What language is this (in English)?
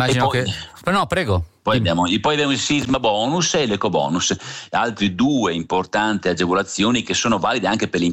Italian